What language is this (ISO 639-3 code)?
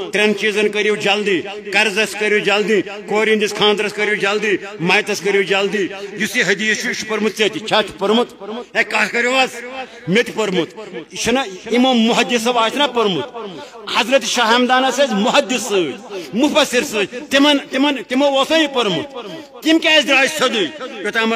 kas